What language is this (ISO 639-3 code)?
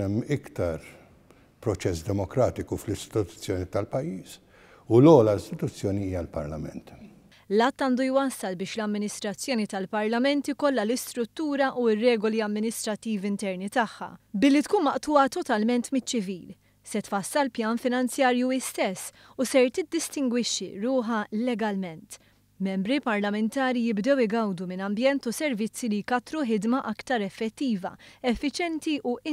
mlt